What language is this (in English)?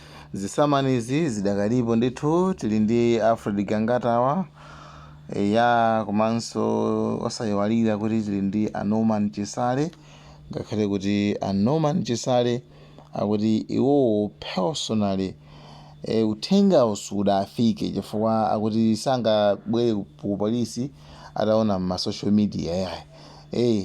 Nyanja